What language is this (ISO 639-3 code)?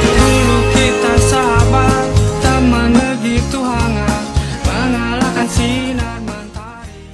mui